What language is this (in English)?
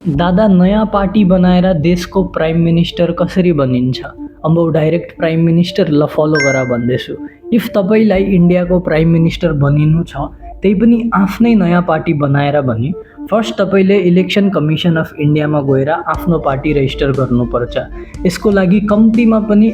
Nepali